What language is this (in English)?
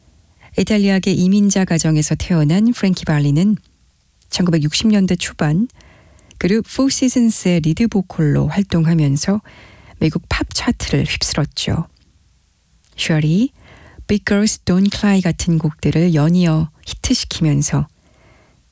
Korean